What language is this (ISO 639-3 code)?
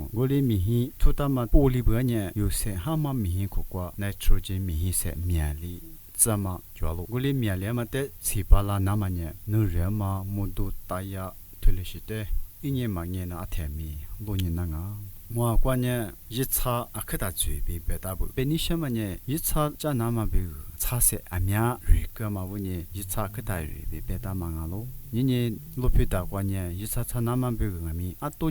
lis